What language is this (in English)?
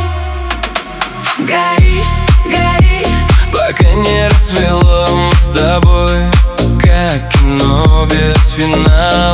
Russian